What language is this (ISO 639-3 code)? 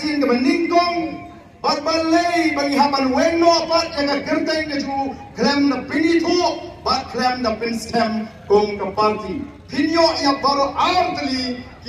kha